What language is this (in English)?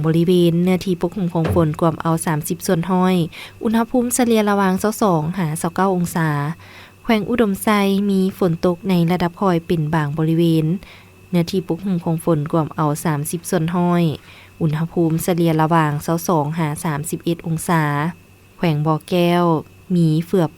Lao